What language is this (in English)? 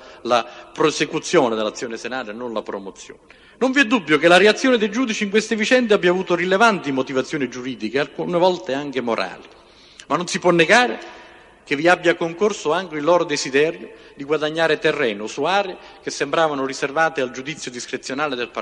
Italian